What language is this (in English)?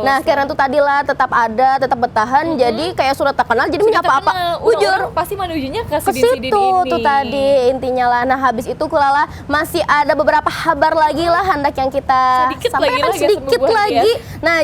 Banjar